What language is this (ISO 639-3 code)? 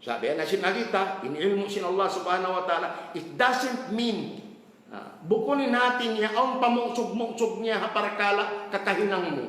tsg